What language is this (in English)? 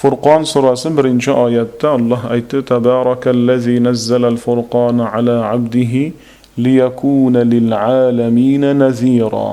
Uzbek